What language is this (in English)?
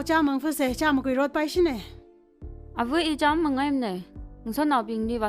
Tangkhul Naga (India)